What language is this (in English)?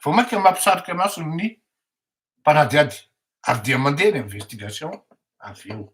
Malagasy